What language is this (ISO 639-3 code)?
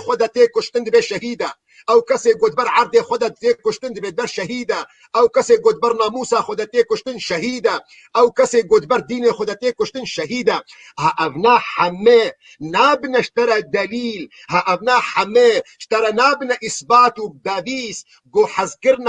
kur